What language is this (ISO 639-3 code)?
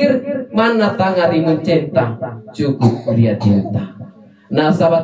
mak